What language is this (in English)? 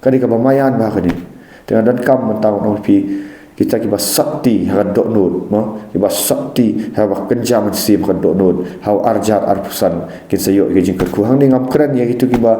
Khasi